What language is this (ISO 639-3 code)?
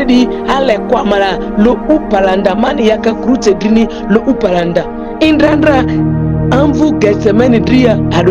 mhi